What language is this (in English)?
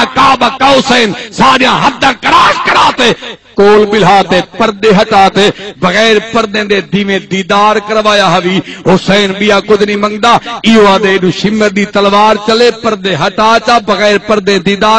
Saraiki